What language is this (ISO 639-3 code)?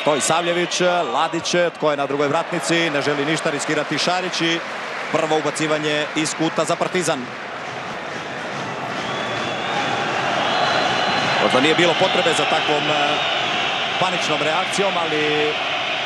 hrv